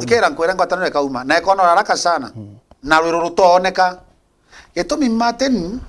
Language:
Meru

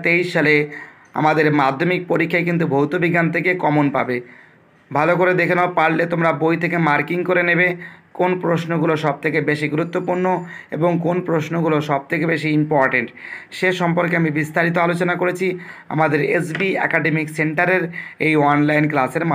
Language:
Bangla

